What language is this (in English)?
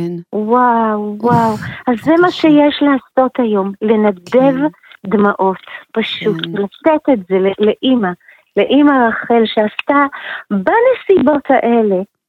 Hebrew